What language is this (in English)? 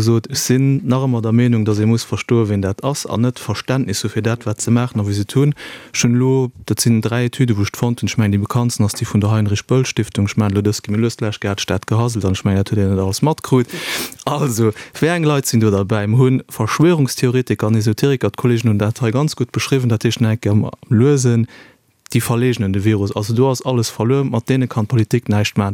Luxembourgish